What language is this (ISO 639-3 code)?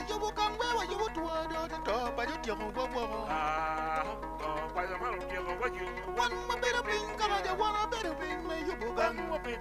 ach